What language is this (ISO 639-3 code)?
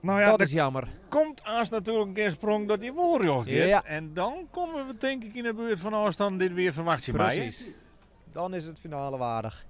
fry